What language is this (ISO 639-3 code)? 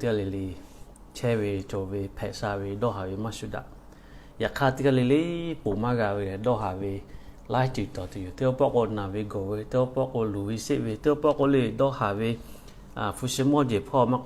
lhu